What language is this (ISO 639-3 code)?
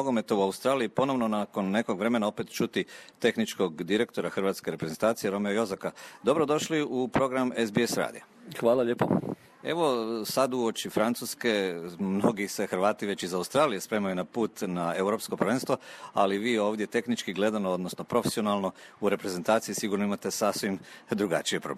hrv